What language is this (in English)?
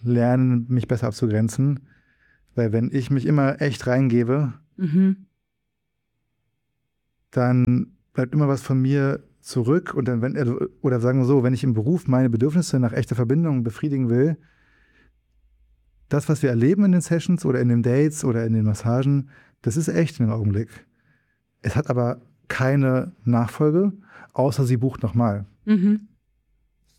German